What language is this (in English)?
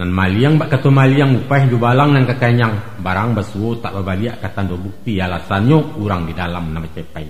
Minangkabau